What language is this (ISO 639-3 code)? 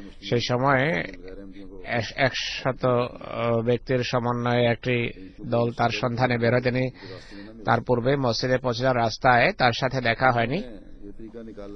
ben